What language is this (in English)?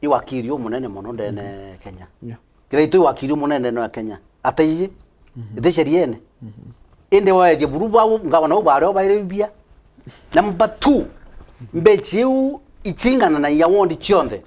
Meru